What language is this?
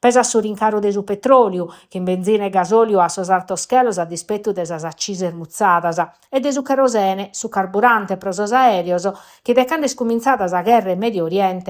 Sardinian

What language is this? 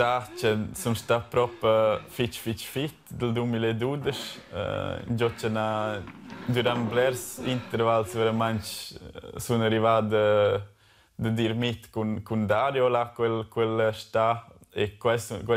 Romansh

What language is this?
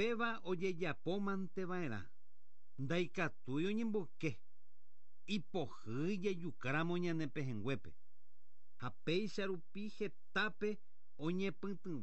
Guarani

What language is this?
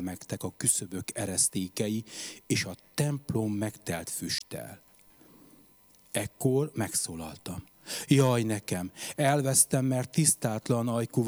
Hungarian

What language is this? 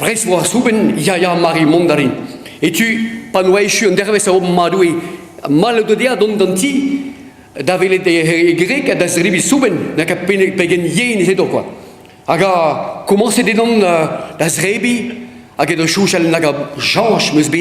Breton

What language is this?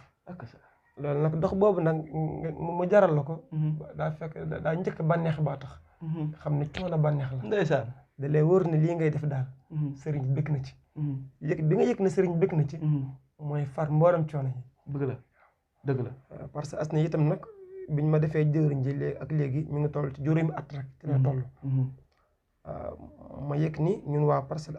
Wolof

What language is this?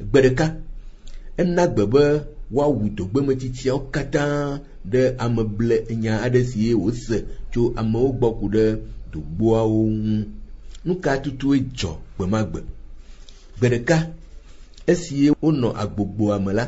Ewe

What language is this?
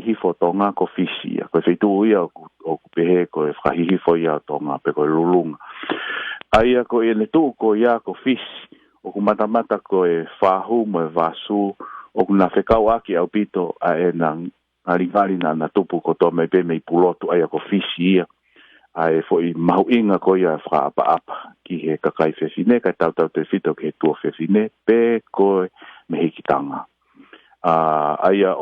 Tongan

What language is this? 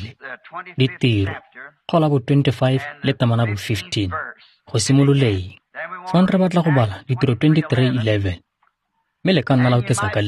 Tswana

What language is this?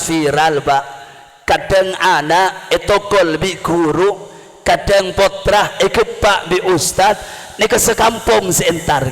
Madurese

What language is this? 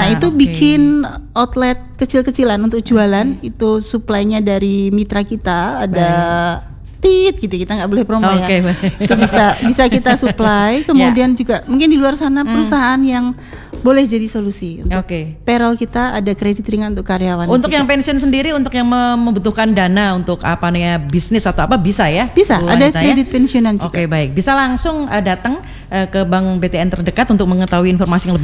Indonesian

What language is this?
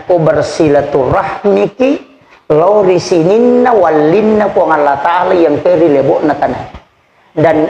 Buginese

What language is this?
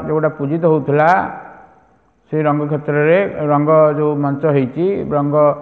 Odia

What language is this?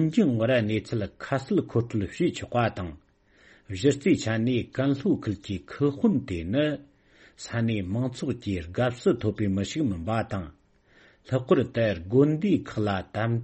Tibetan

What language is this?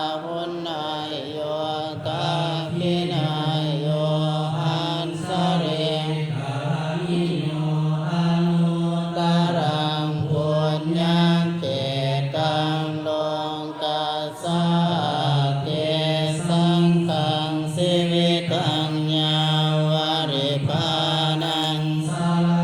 Pali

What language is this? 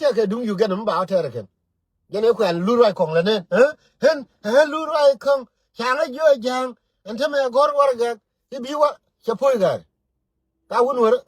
Nuer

